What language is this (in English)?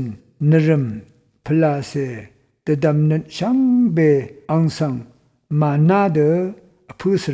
Rawang